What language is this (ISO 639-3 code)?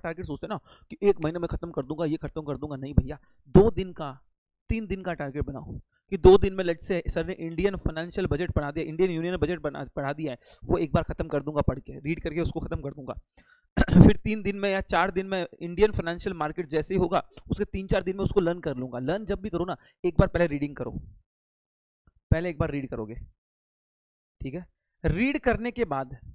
hin